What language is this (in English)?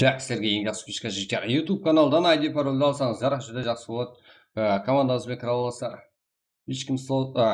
Kara-Kalpak